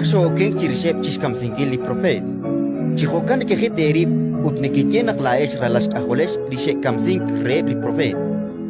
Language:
Kekchí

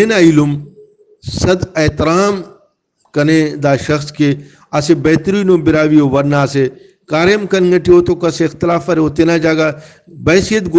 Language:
Brahui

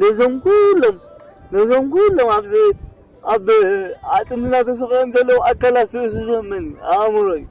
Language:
Tigrinya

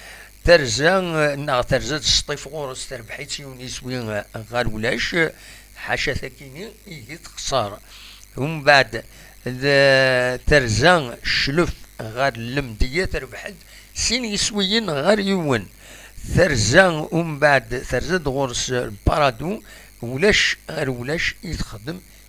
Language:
Kabyle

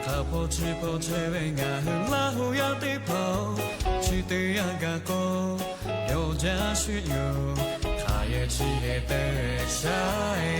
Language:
Lahu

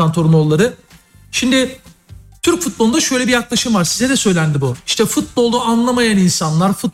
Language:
Turkish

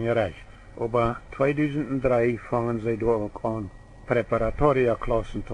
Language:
Plautdietsch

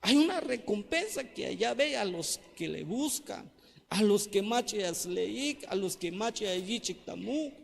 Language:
Tzeltal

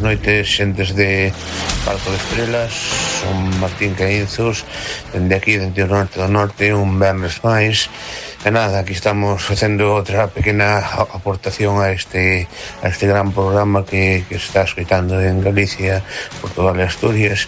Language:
Galician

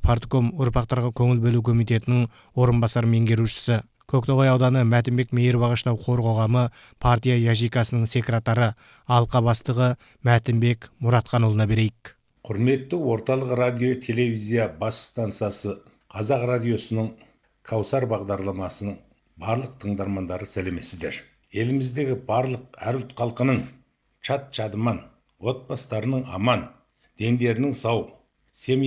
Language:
Kazakh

